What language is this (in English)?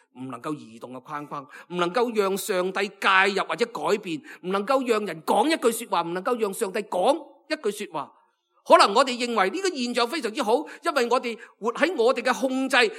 Cantonese